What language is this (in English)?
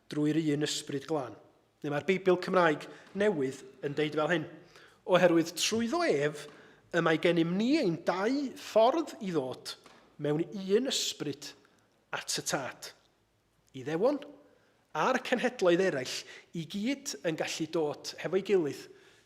Welsh